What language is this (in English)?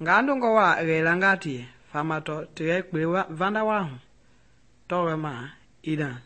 Mende